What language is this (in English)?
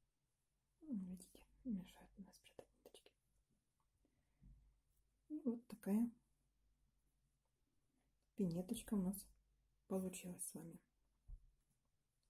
Russian